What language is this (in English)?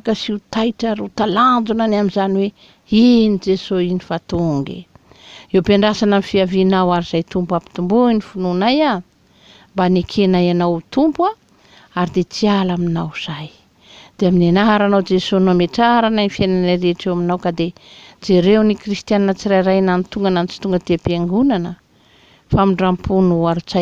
Malagasy